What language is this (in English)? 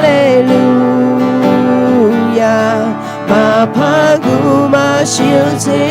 Akha